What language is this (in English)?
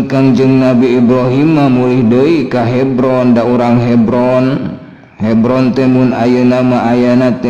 Sundanese